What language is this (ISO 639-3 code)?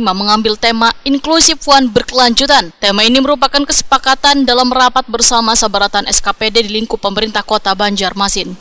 bjn